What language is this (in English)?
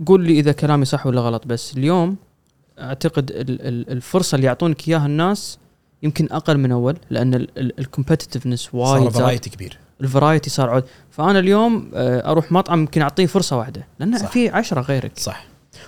Gulf Arabic